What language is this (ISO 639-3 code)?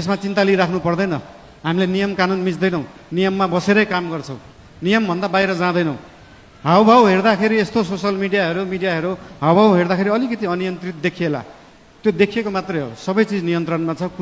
nep